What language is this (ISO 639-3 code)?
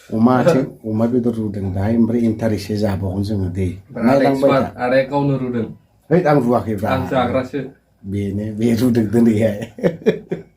brx